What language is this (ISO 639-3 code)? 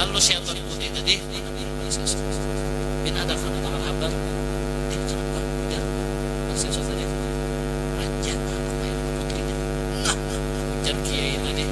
bjn